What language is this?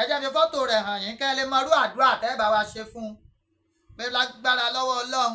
Yoruba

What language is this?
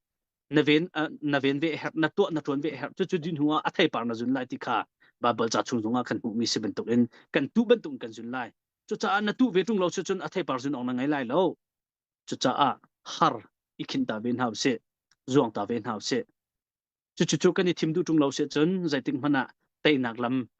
Hakha Chin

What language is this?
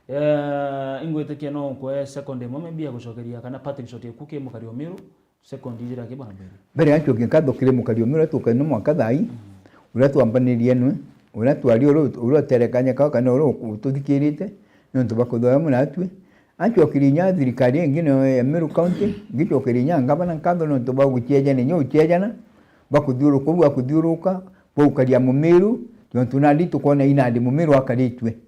Meru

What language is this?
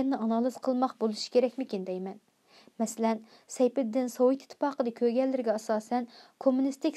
Uyghur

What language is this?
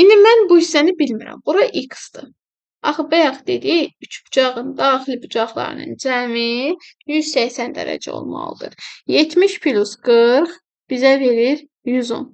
Azerbaijani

